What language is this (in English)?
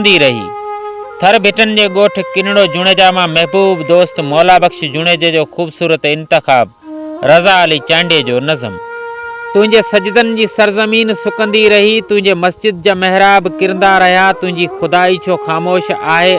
Sindhi